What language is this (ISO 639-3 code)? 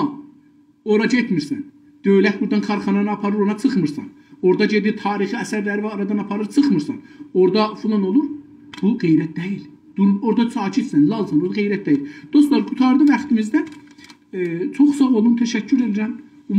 azb